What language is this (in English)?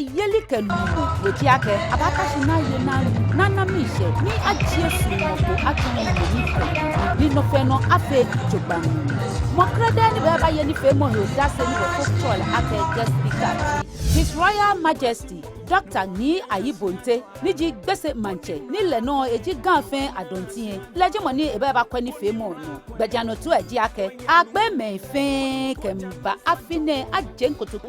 Ga